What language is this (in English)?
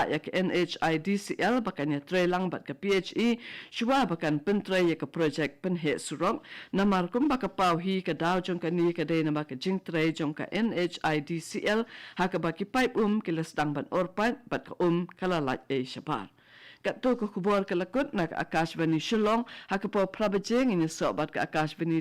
Khasi